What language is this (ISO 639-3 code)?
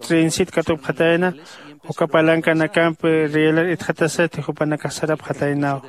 aym